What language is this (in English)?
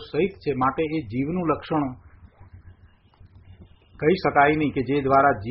Gujarati